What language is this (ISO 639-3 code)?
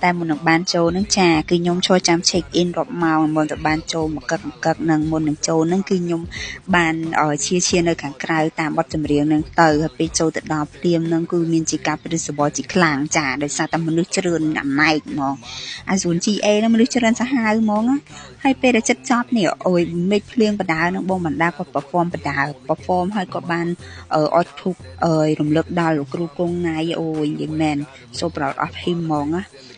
khm